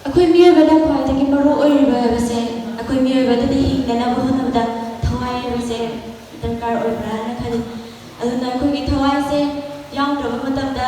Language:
Manipuri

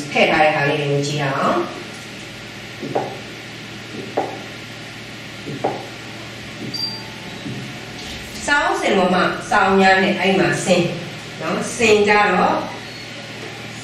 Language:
Burmese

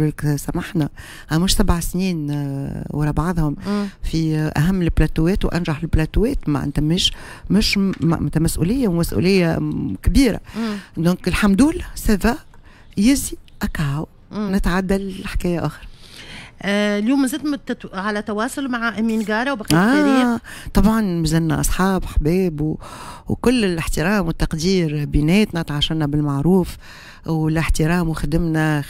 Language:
Tunisian Arabic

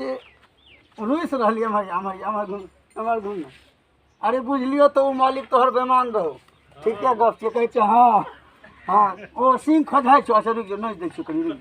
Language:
Maithili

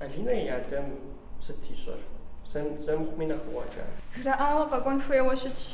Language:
Kabardian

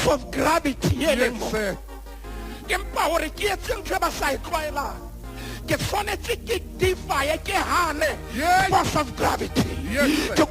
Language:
Southern Sotho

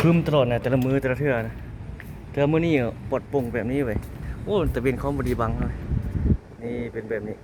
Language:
Lao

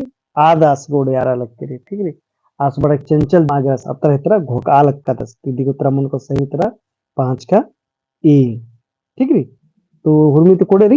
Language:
Kurukh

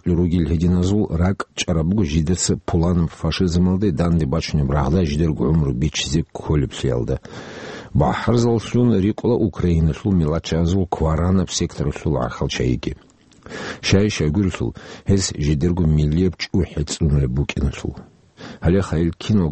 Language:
Avaric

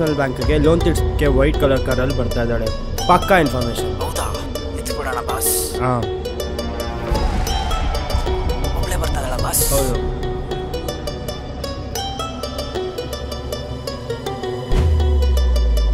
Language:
Kannada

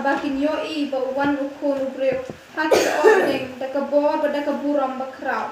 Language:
Khasi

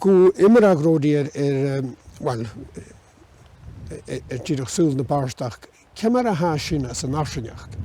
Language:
Scottish Gaelic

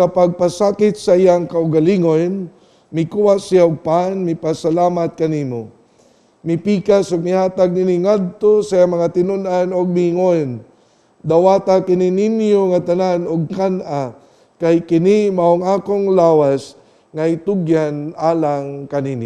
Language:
Cebuano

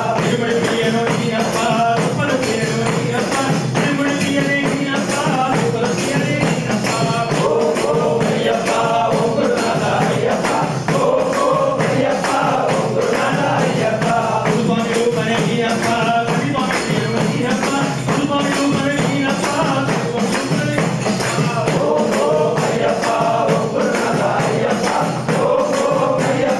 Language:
Kannada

